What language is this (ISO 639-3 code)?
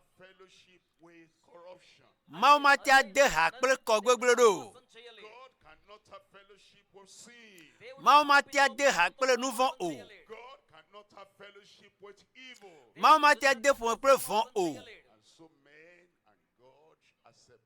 ewe